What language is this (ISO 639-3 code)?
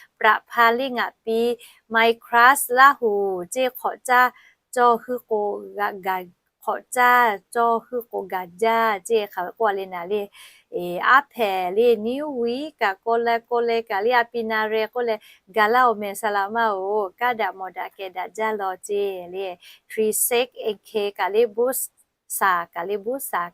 lhu